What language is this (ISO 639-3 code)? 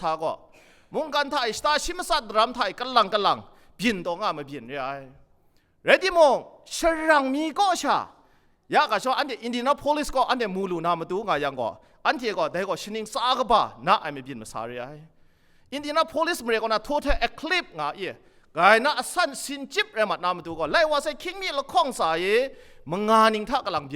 kac